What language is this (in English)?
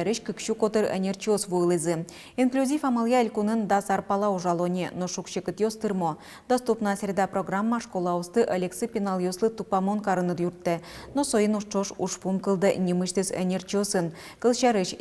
Udmurt